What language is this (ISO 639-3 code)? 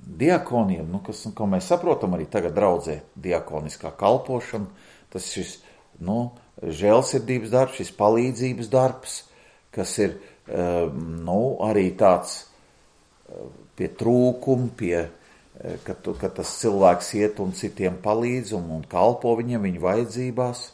lav